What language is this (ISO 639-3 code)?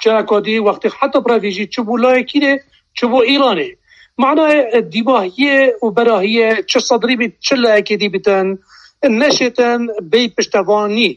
kur